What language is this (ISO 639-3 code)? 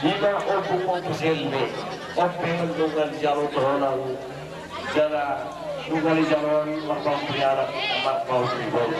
bbc